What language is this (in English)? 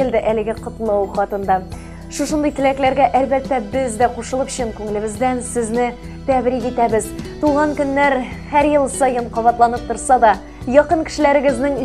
Tatar